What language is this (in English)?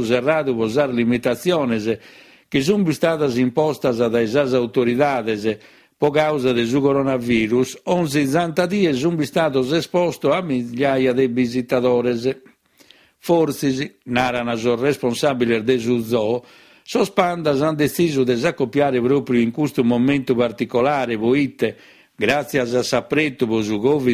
Sardinian